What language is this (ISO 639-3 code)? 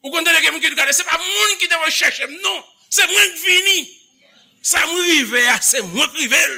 hat